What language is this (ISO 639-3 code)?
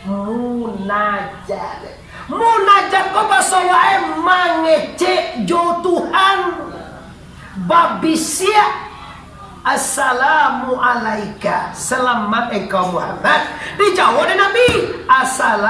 min